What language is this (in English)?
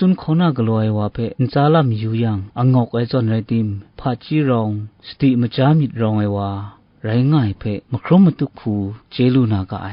Kachin